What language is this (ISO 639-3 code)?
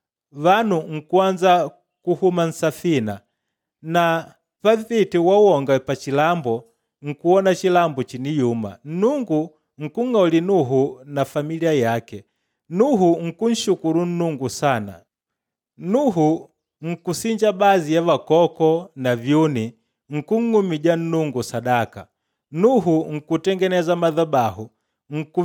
kde